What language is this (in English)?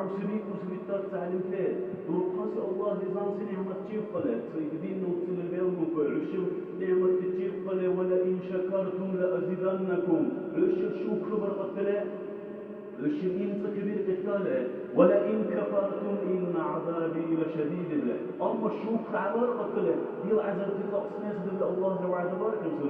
Dargwa